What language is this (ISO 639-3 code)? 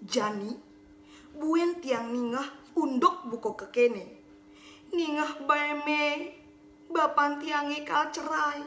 ban